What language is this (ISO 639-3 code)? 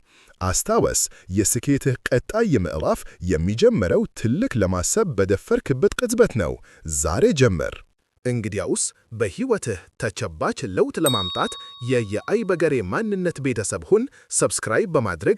amh